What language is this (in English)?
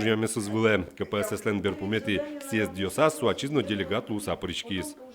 Udmurt